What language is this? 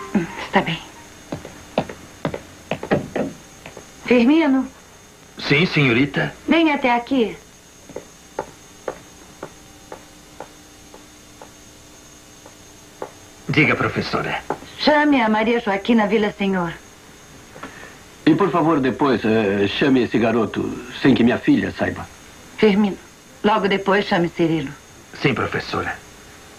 Portuguese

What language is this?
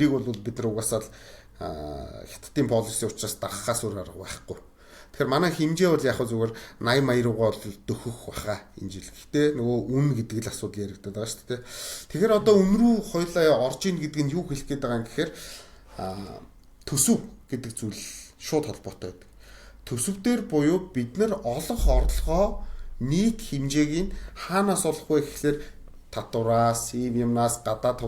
Mongolian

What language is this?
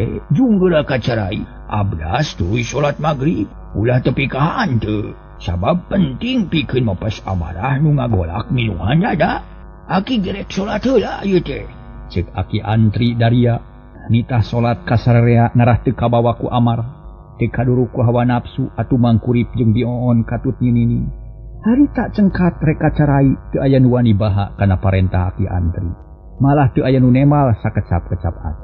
Sundanese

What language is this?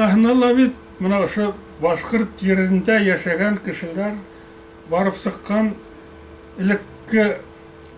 Bashkir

